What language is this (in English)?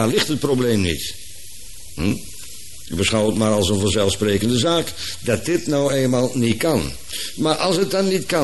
Dutch